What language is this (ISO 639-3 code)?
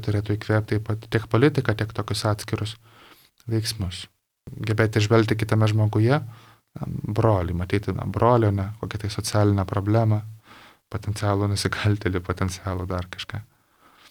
lit